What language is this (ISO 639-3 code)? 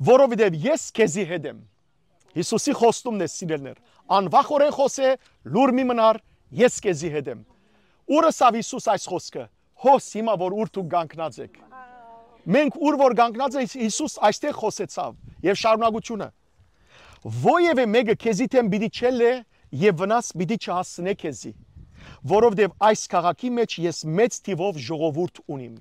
hyw